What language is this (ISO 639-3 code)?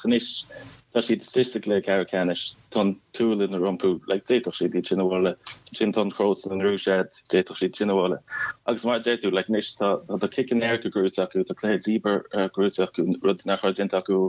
gle